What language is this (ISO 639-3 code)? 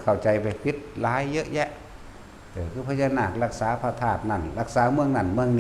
tts